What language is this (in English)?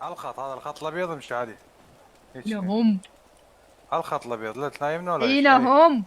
Mesopotamian Arabic